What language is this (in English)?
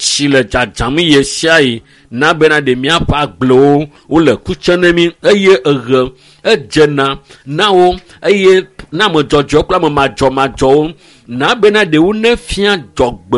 Ewe